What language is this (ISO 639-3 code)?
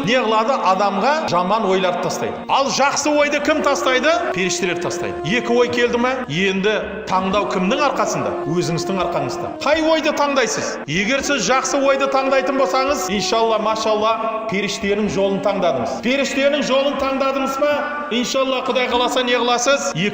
kaz